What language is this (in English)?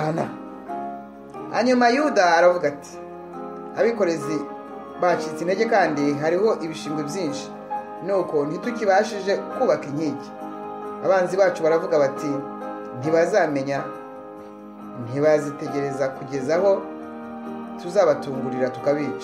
Kinyarwanda